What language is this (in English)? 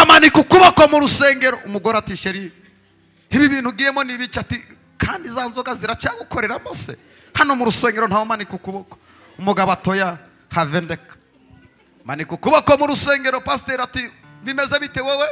Kinyarwanda